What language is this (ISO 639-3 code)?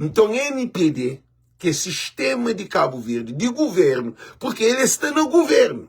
kea